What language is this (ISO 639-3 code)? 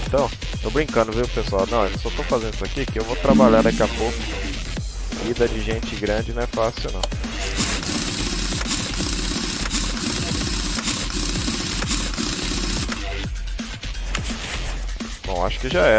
por